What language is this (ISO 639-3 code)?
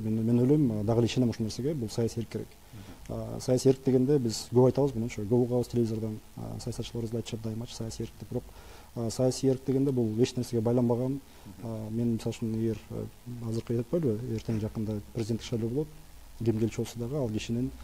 kir